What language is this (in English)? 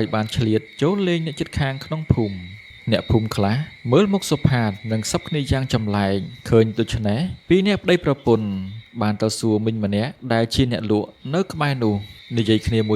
Khmer